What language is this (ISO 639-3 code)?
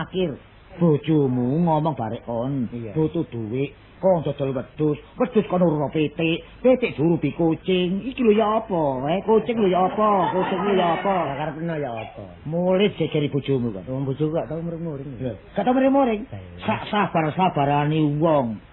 jav